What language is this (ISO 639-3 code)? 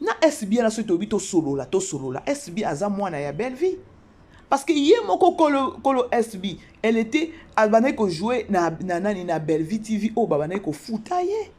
lin